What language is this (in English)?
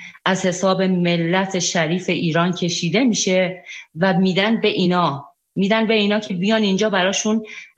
Persian